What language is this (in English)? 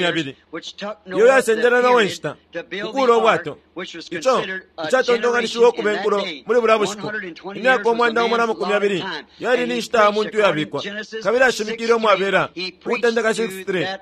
Bemba